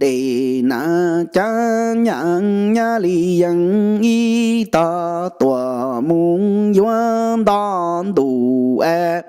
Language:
Hmong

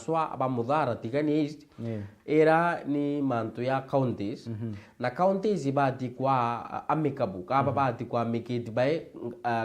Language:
Meru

